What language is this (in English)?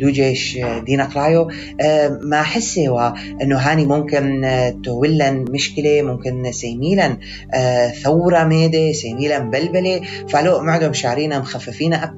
North Levantine Arabic